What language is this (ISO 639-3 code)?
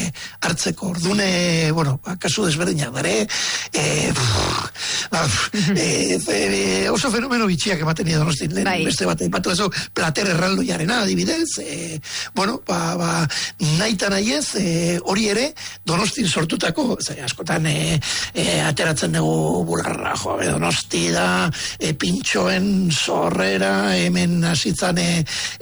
eus